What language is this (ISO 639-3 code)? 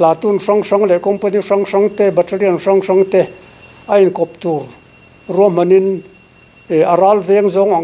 lus